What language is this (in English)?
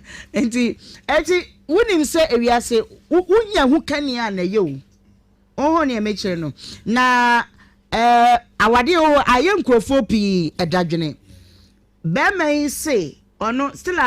Akan